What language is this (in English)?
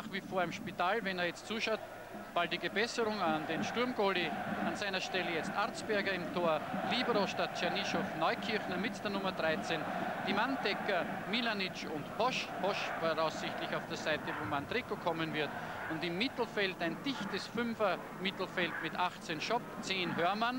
German